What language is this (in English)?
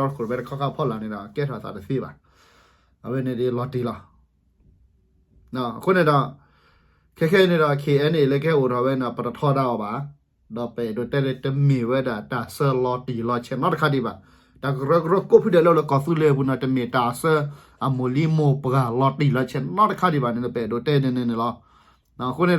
S'gaw Karen